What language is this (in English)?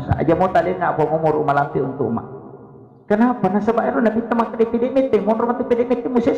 Buginese